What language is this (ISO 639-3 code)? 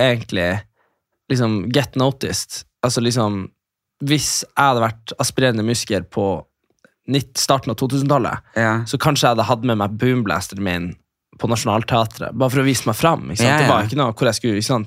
nor